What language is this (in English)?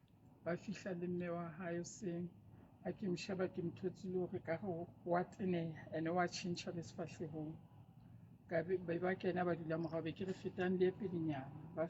Southern Sotho